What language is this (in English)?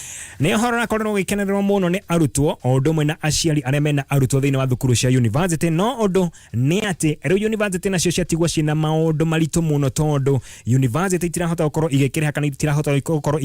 Kikuyu